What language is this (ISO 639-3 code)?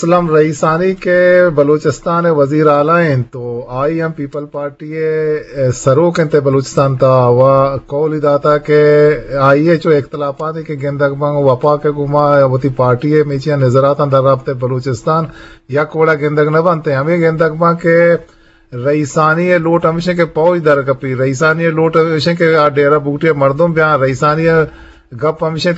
bgp